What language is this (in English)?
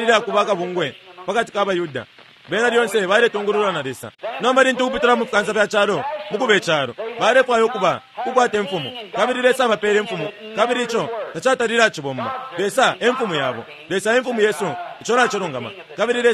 Bemba